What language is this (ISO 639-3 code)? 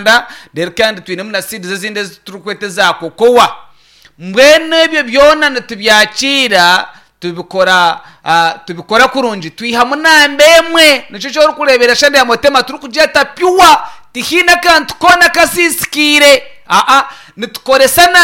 nyn